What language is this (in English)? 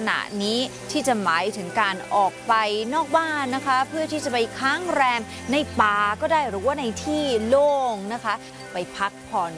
Thai